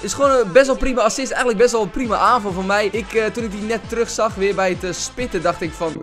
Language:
Dutch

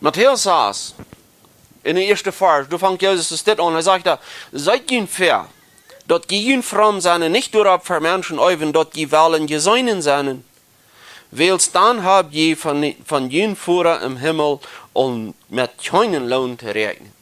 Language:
Plautdietsch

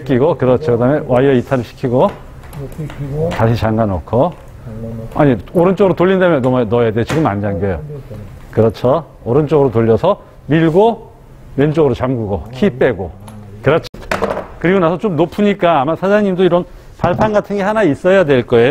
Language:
Korean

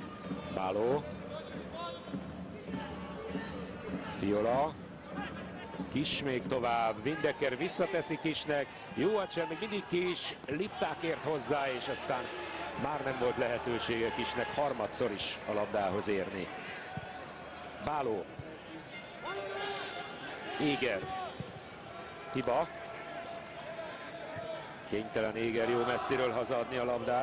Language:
Hungarian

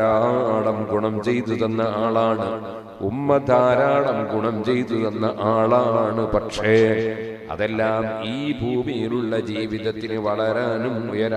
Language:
Malayalam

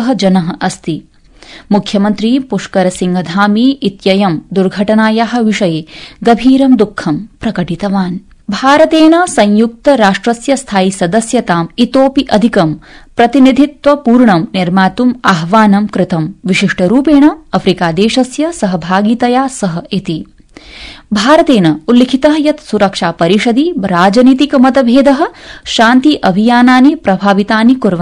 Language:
Sanskrit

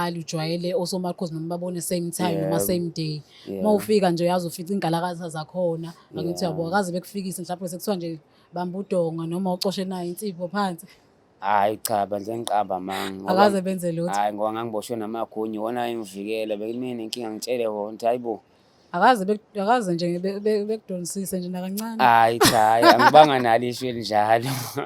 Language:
Zulu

